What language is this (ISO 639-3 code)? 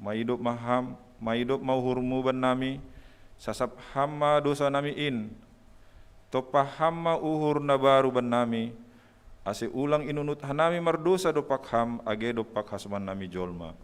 bts